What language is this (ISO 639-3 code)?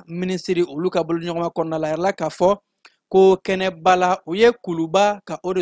bam